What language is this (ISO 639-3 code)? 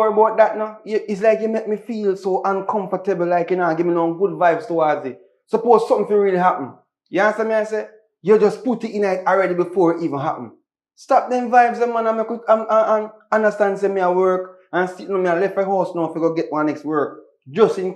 jam